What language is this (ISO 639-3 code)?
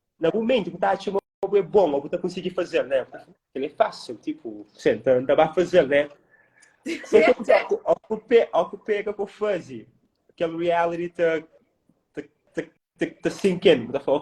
kea